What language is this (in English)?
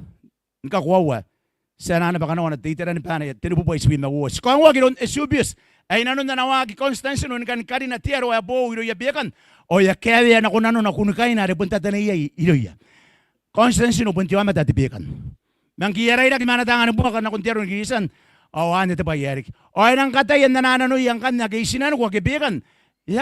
Gilbertese